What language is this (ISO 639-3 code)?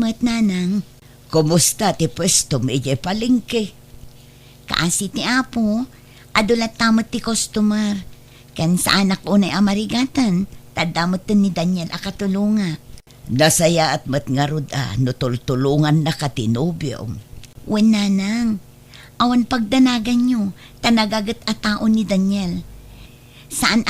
ilo